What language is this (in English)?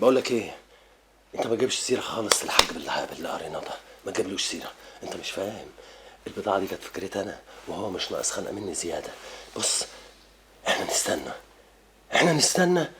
Egyptian Arabic